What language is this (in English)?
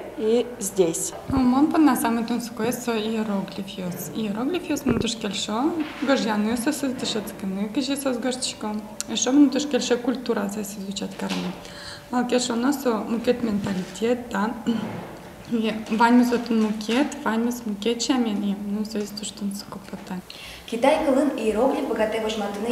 Udmurt